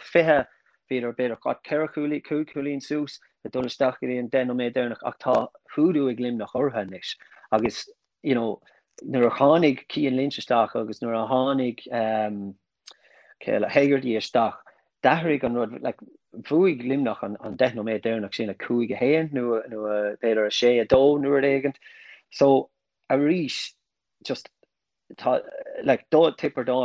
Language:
Irish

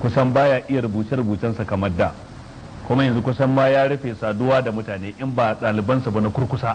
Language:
Hausa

